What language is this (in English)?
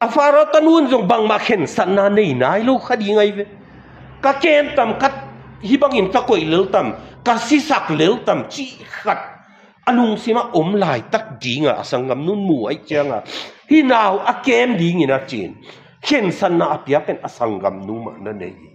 Tedim Chin